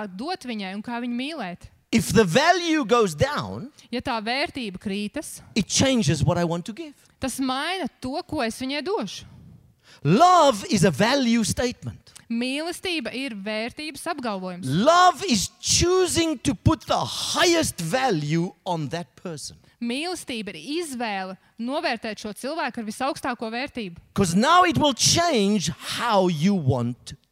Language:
Latvian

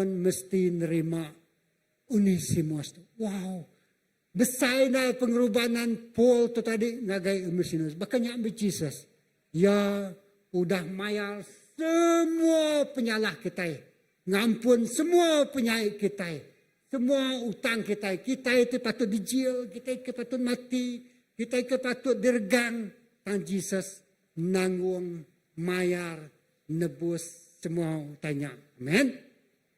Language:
Iban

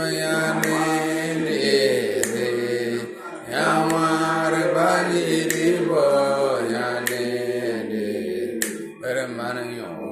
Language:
Tupuri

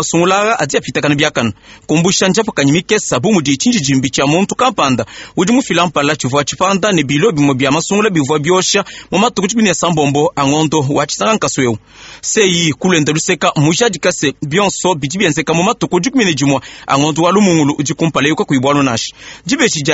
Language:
Luba-Lulua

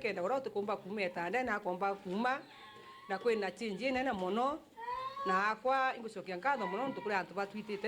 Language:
Meru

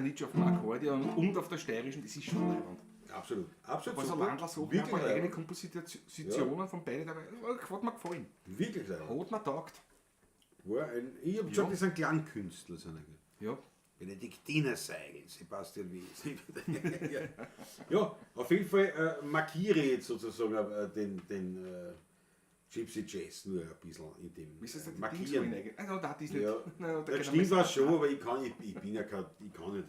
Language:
Bavarian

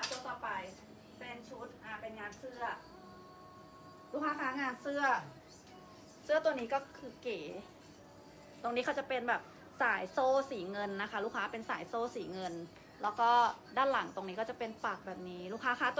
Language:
Thai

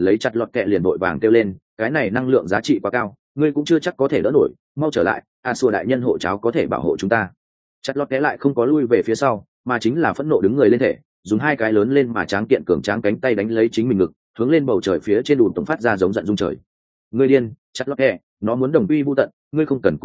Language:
Vietnamese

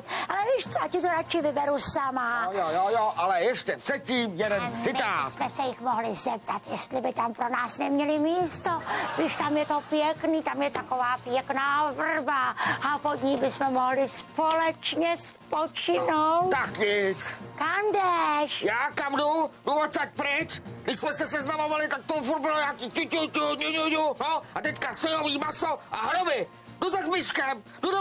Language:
Czech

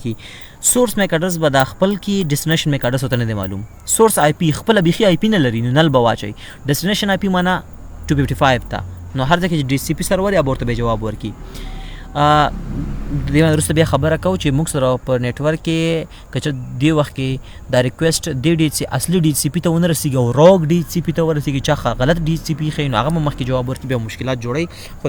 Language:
Pashto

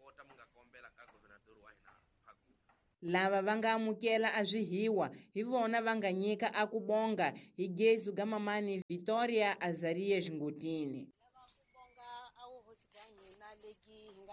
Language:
Tsonga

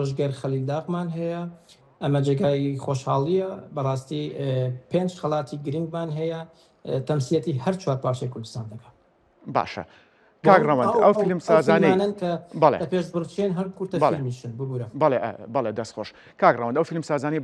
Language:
Central Kurdish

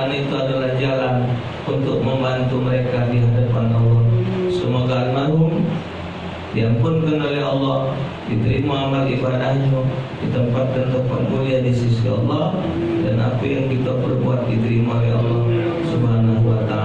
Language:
Musi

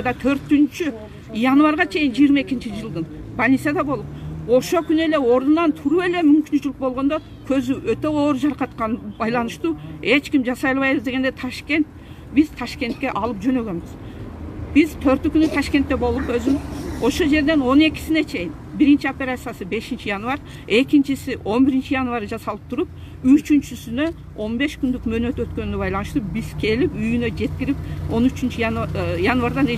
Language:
Kyrgyz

